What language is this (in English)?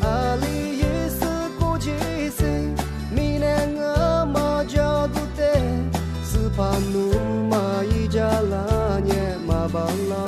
Lisu